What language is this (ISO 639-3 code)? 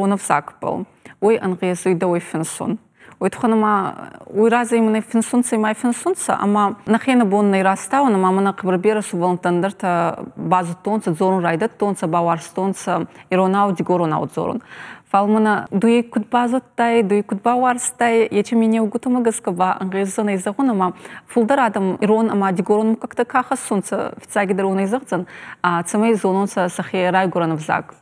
oss